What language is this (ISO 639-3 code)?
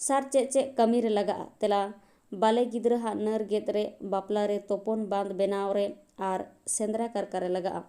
sat